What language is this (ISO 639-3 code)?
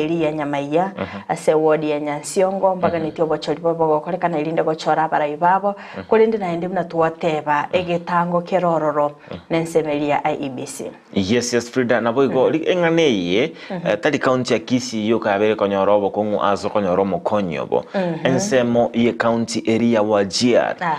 guz